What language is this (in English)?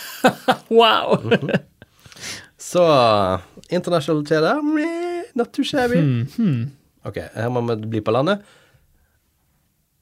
Norwegian